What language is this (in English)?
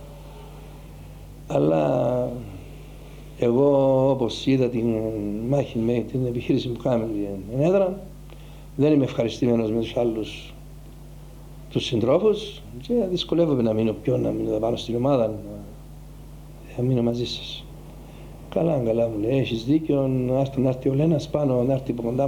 Greek